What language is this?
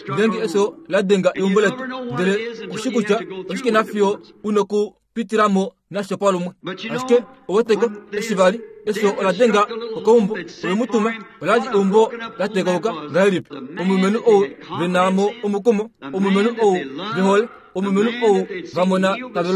Kuanyama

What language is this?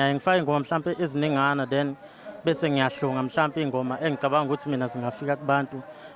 Zulu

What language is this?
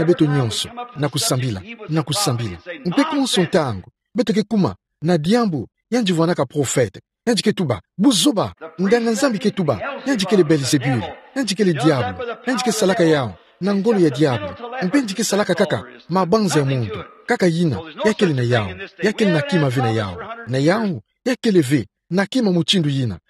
Kituba (Democratic Republic of Congo)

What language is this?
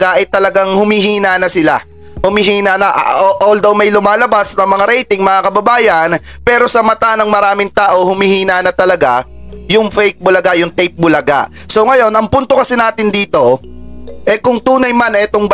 Filipino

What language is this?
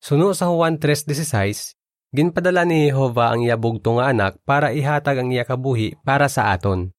Hiligaynon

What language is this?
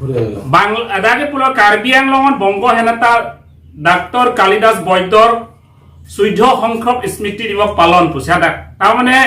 Karbi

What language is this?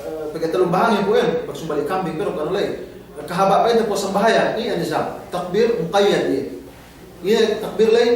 Yakan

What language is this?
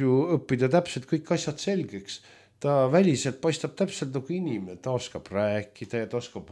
Estonian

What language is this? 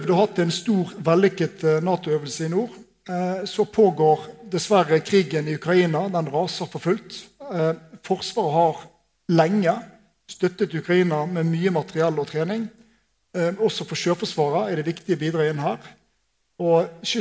Norwegian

